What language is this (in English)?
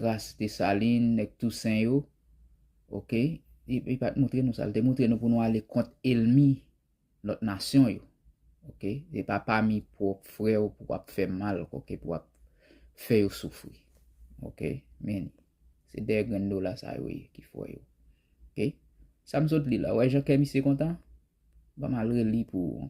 Haitian Creole